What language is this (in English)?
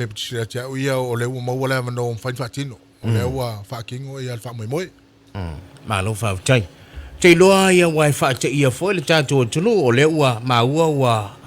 Samoan